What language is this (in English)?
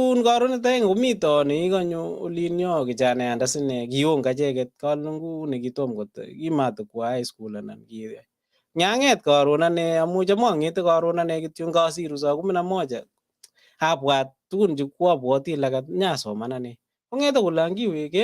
Kalenjin